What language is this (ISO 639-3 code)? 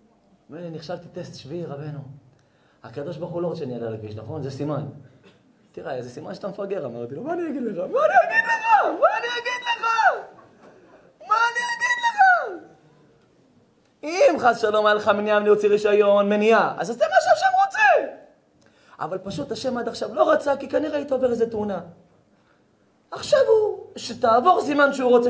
heb